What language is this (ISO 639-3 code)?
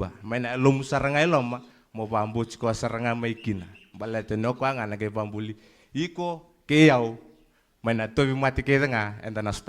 fij